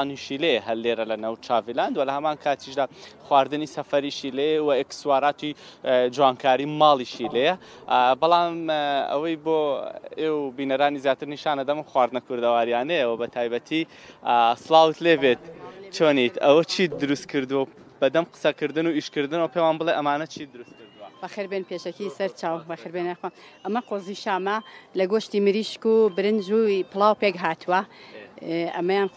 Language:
Central Kurdish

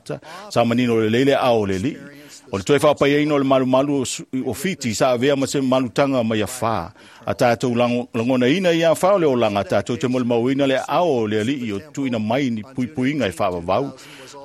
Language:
Samoan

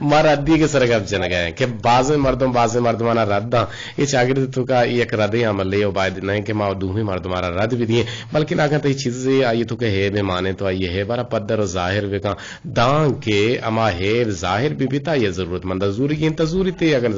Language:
Eastern Balochi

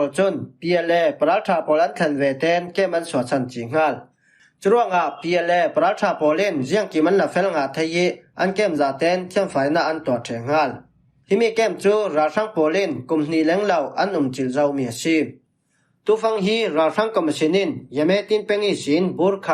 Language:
Falam Chin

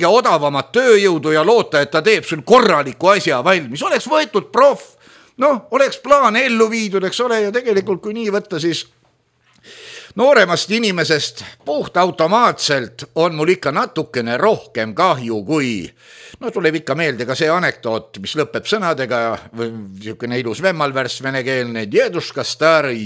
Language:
Estonian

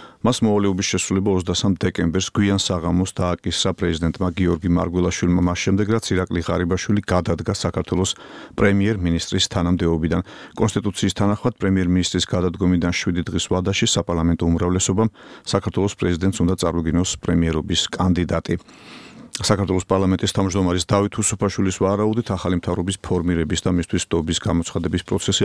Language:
Georgian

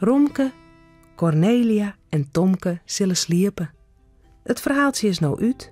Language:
Western Frisian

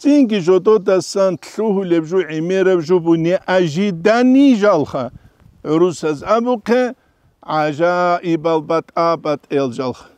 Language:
Avaric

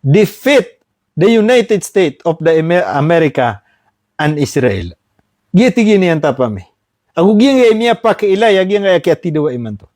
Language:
Maranao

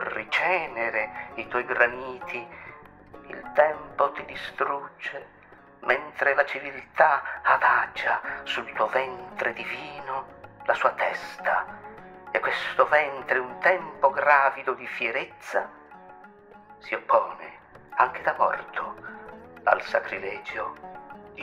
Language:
Italian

